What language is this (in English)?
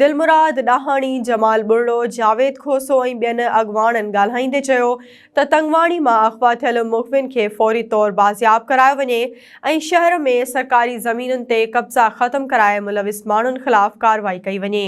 Sindhi